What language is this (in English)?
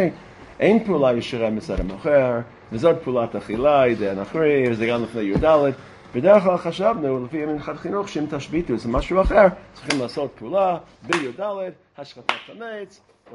Hebrew